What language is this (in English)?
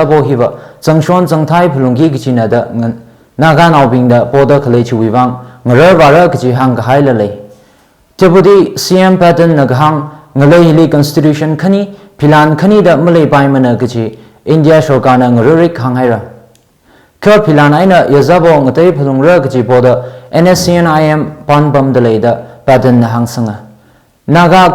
Tangkhul Naga (India)